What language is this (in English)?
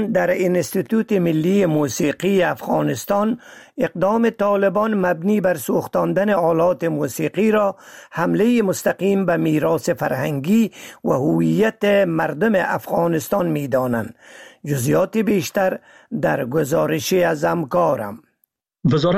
Persian